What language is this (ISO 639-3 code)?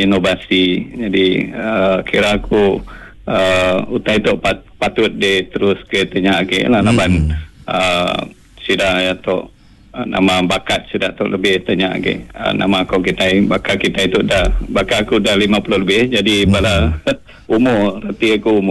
iba